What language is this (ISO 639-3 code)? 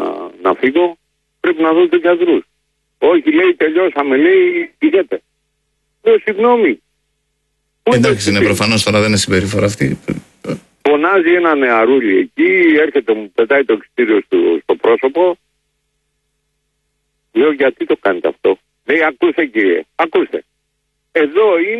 ell